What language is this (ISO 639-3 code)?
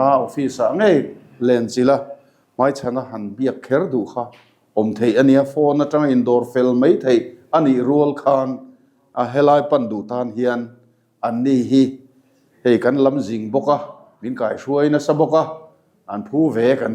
lus